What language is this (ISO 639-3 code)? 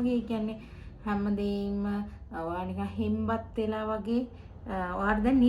sin